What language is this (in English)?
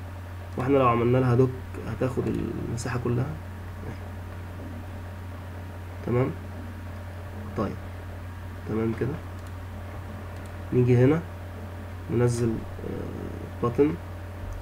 Egyptian Arabic